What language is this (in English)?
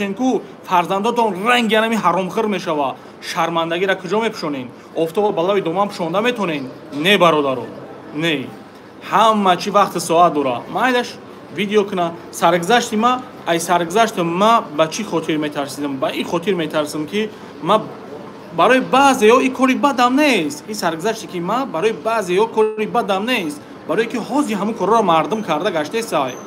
Tajik